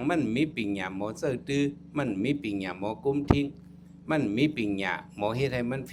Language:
Shan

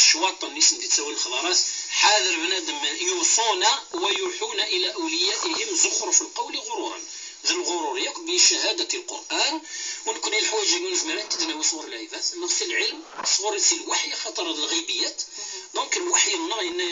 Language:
Kabyle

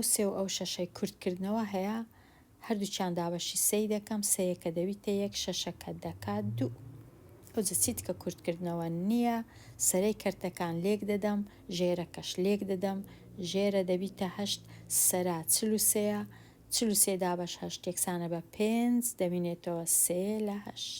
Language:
Central Kurdish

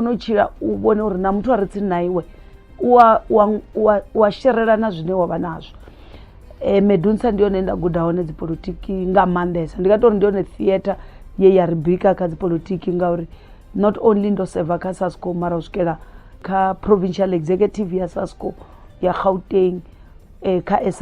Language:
Venda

